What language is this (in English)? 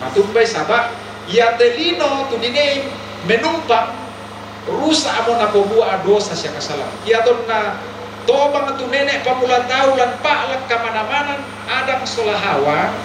Toraja-Sa'dan